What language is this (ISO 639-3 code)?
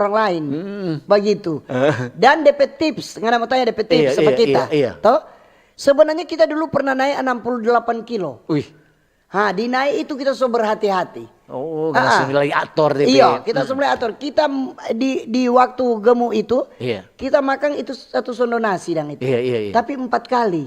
xmm